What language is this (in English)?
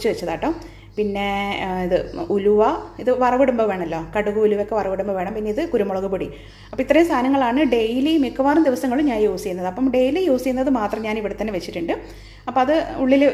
Malayalam